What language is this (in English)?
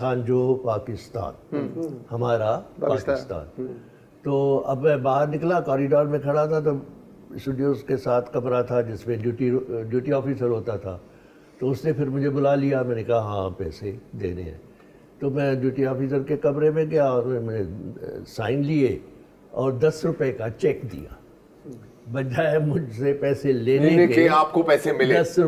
Urdu